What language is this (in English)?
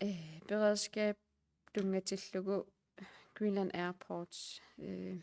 Kalaallisut